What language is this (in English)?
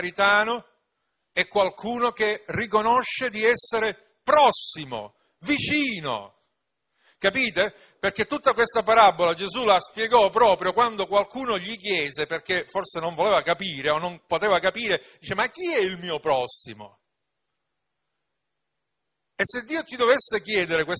Italian